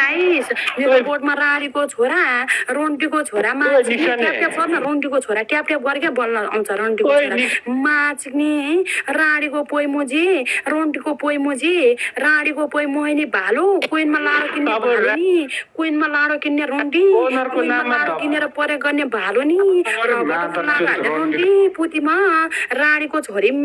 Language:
Nepali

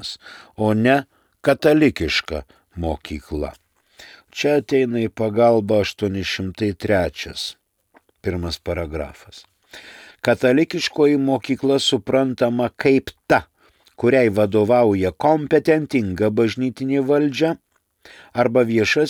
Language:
Lithuanian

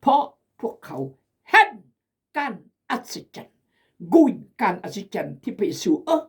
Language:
Khmu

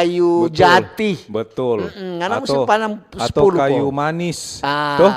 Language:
Manado Malay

